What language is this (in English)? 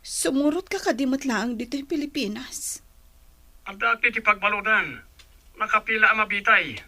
Iloko